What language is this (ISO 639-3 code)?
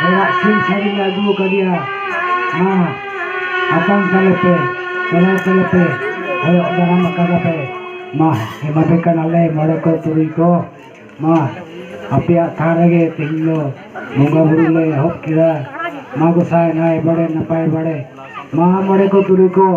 sat